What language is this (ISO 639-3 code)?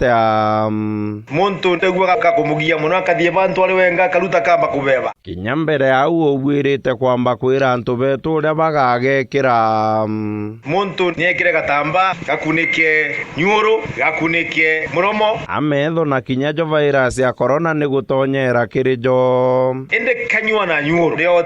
mer